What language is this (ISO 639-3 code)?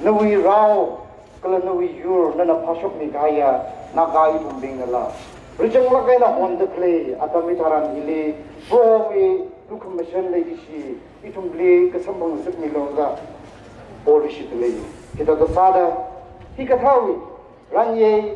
nmf